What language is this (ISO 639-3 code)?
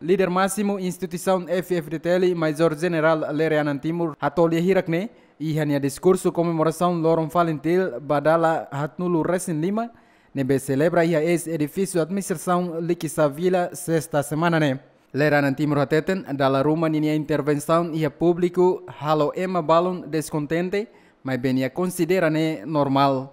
tet